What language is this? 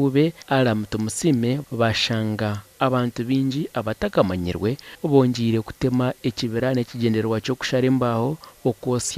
Nyankole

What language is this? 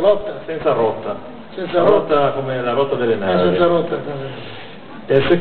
Italian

